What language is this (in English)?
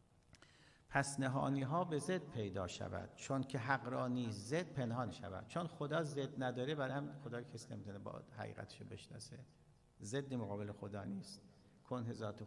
Persian